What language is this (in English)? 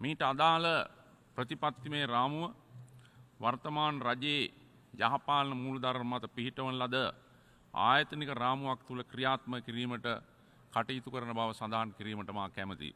Sinhala